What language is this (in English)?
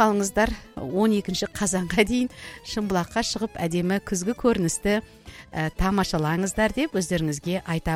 Kazakh